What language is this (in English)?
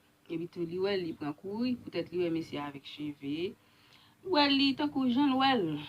Haitian Creole